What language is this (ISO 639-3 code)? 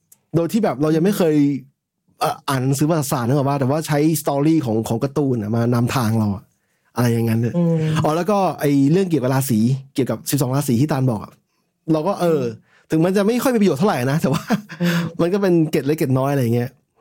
tha